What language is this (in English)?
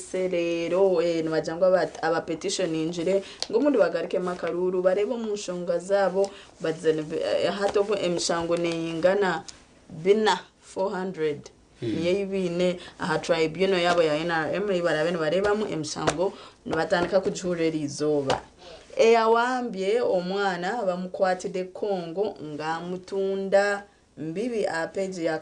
Nyankole